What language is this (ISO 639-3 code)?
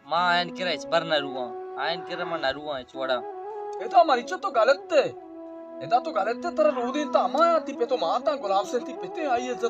bal